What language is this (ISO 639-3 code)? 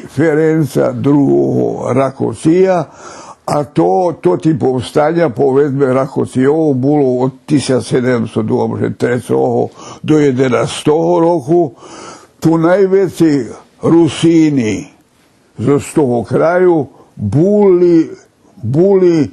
rue